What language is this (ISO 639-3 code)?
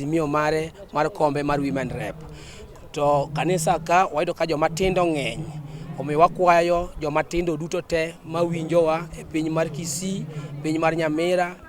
luo